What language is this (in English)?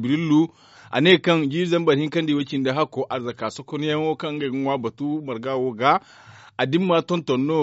Zarma